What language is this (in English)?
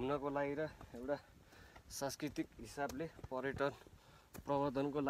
Nepali